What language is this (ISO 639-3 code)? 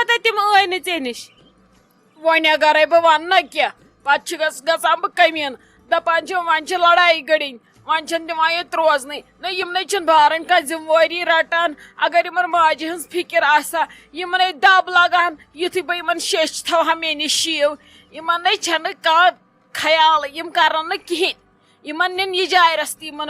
kas